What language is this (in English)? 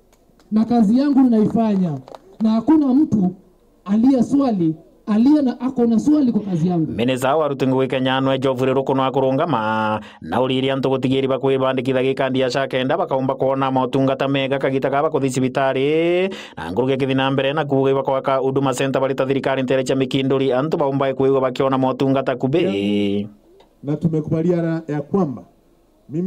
Meru